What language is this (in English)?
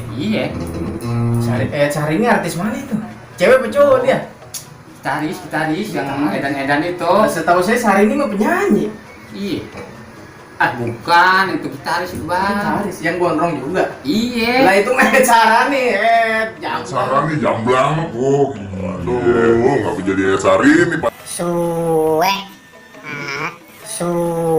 Betawi